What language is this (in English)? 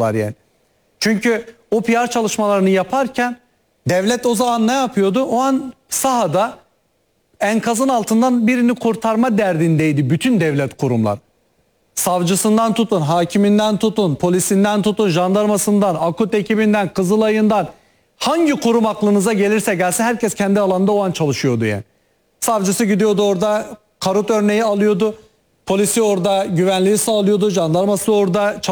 Turkish